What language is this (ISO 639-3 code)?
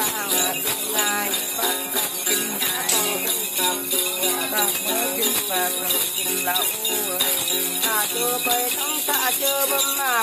vie